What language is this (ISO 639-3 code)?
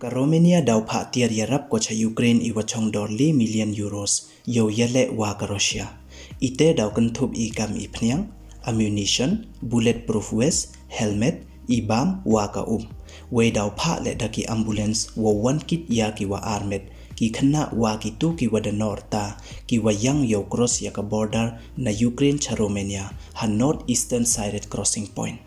pbv